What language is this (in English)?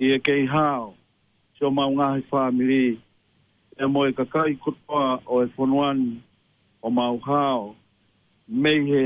Tongan